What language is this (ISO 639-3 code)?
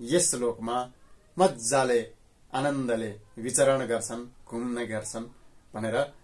nep